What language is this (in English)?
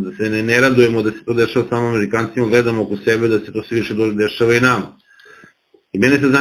Serbian